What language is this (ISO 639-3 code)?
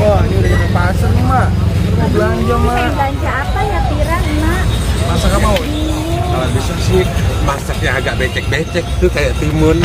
bew